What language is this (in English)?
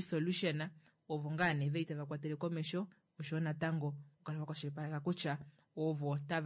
Kuanyama